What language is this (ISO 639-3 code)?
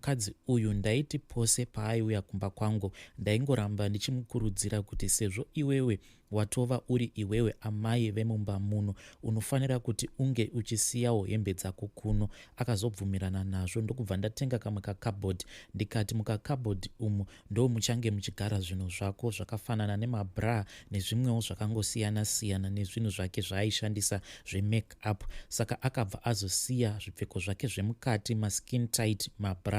sna